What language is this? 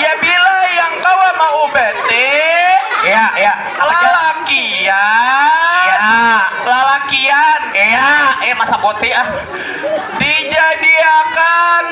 Banjar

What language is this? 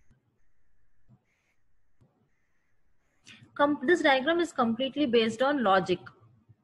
English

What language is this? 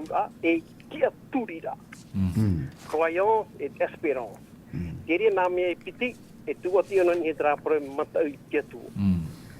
Tahitian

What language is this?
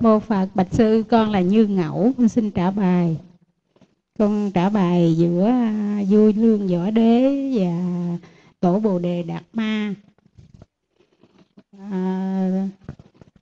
Vietnamese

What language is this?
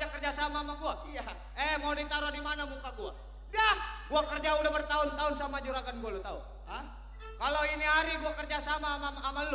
Betawi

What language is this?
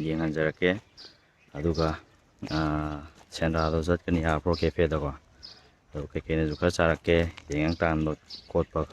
Manipuri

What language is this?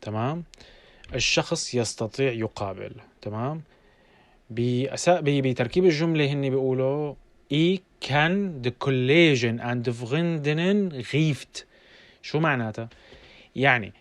North Levantine Arabic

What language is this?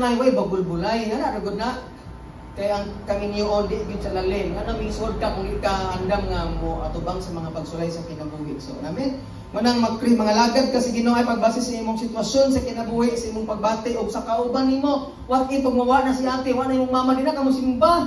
Cebuano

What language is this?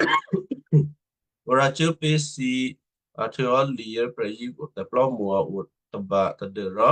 Western Kayah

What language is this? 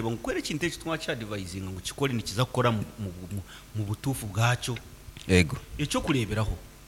Nyoro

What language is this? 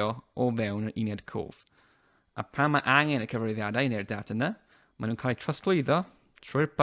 Welsh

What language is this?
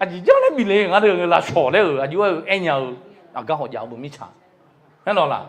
Akha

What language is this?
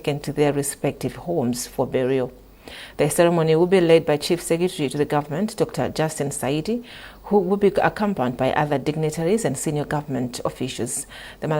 English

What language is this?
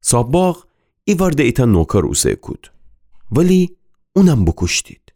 Gilaki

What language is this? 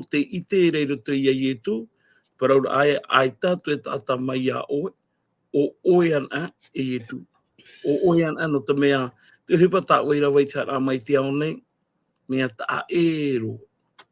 Tahitian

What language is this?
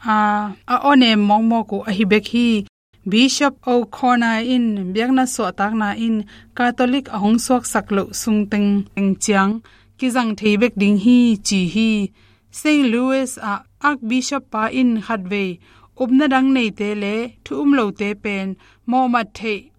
Tedim Chin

